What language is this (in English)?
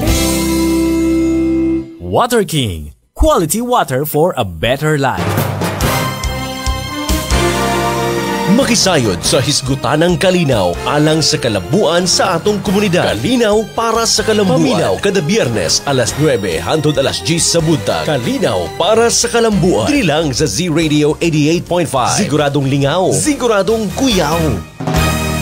Cebuano